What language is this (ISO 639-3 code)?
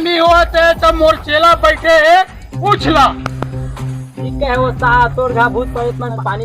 hne